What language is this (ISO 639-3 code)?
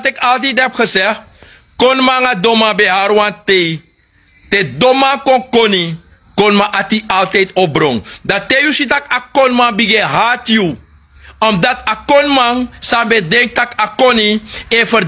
srn